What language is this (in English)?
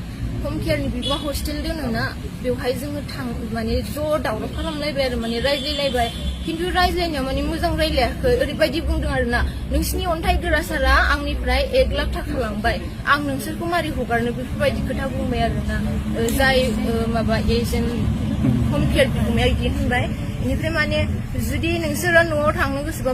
Bodo